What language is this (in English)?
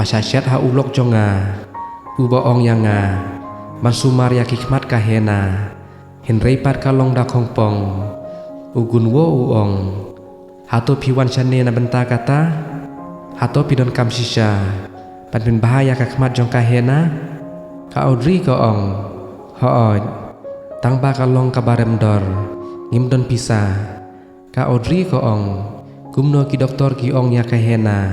Khasi